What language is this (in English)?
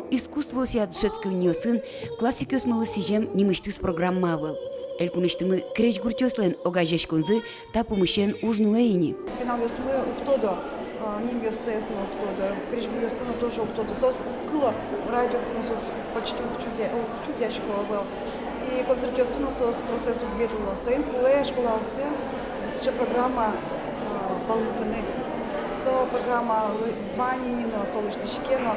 Udmurt